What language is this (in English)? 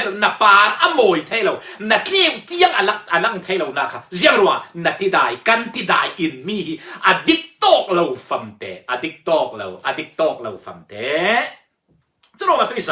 Falam Chin